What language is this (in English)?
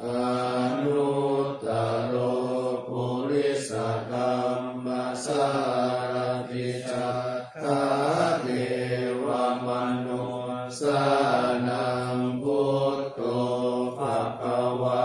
Pali